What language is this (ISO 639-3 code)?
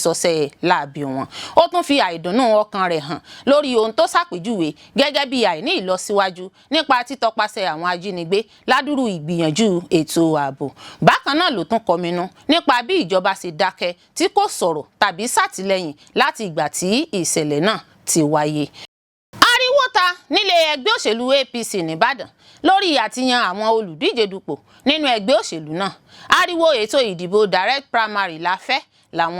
yor